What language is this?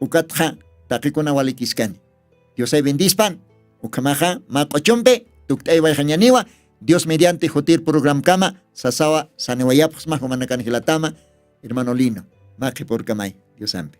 Aymara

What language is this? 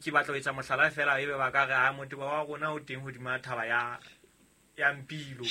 Southern Sotho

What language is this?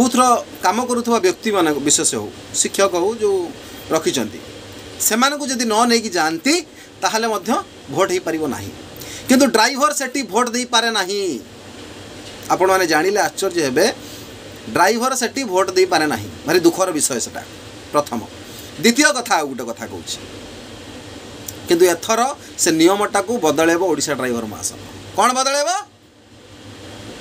Odia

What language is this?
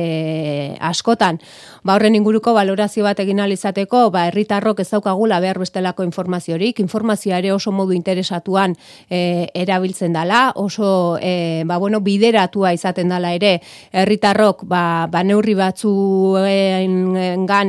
Basque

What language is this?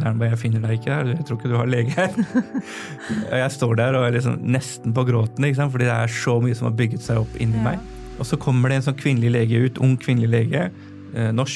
Norwegian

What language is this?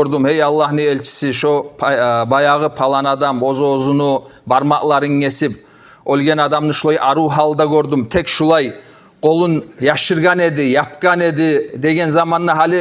Kumyk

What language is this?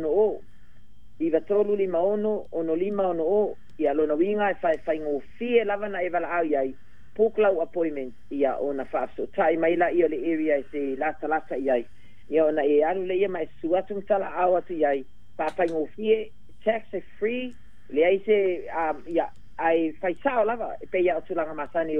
Samoan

